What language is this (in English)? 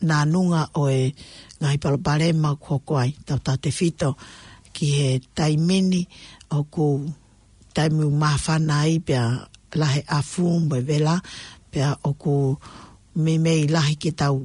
Tongan